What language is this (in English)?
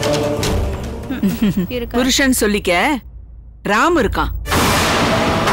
Tamil